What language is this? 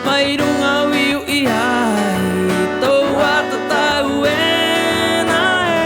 Rapanui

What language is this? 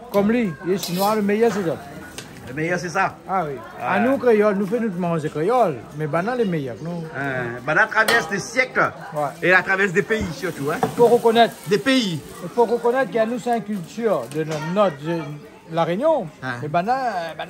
Réunion Creole French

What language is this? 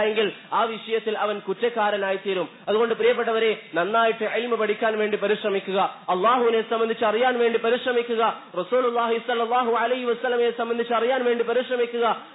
Malayalam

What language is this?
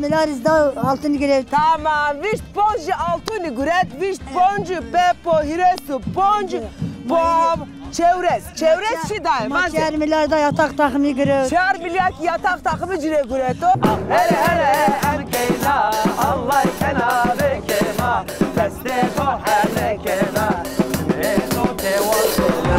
Zaza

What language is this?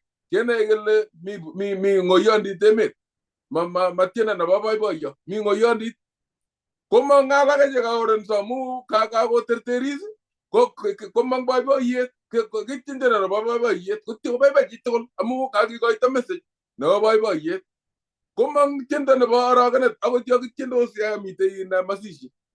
Kalenjin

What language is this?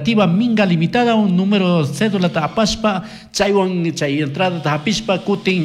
Chimborazo Highland Quichua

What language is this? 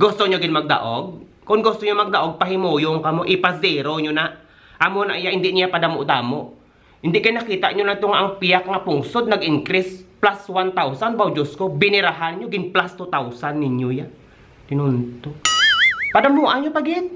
Hiligaynon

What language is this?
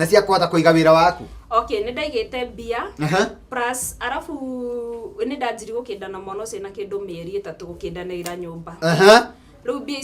Kikuyu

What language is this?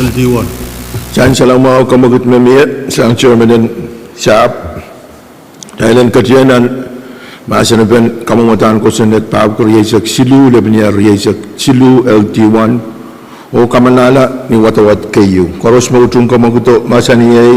Pohnpeian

